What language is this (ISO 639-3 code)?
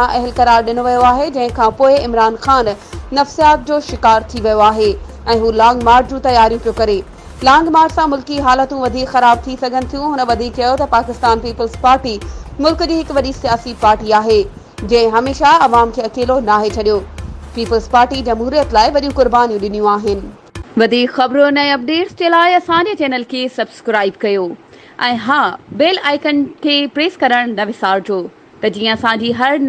snd